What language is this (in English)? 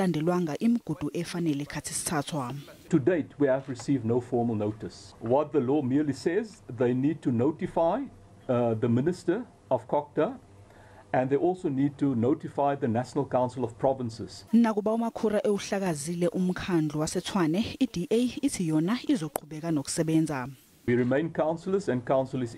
Zulu